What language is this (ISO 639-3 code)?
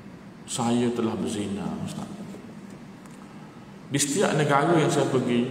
msa